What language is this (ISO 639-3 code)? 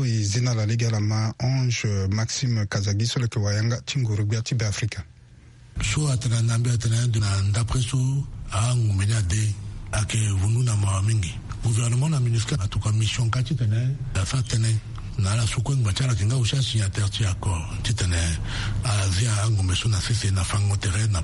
sag